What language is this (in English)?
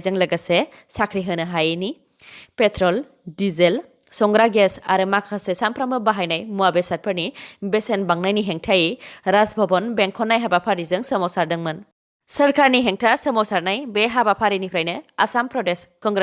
Bodo